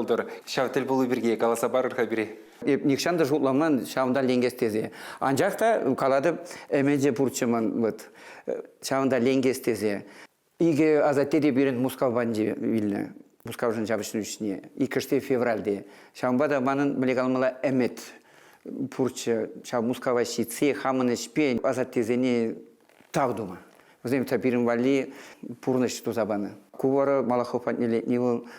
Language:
Chuvash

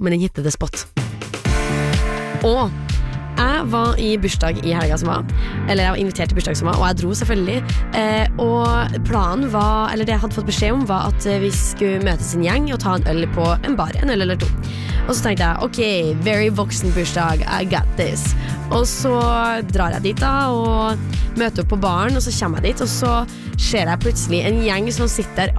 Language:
Norwegian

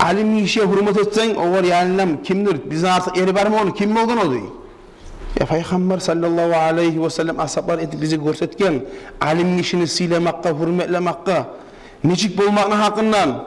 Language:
Kumyk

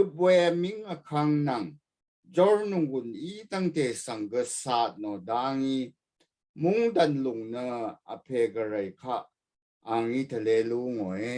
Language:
Rawang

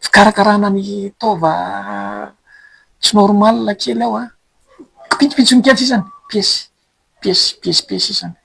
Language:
Malagasy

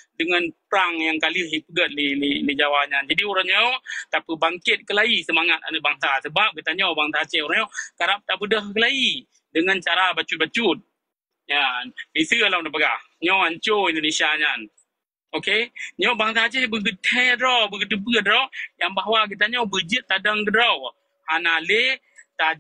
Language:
Achinese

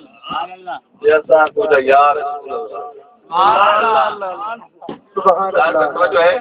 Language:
Saraiki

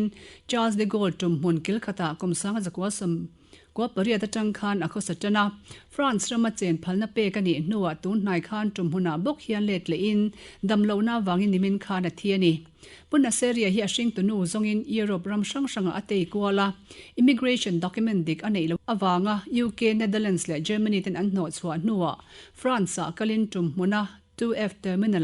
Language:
Mizo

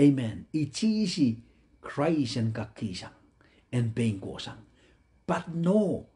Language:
Pohnpeian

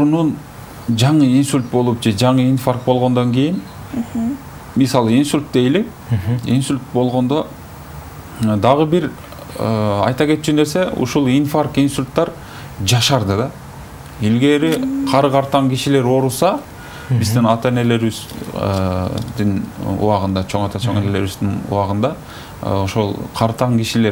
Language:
Kyrgyz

